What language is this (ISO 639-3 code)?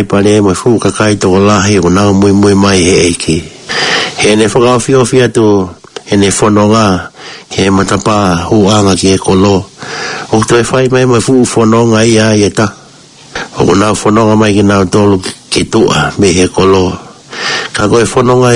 ton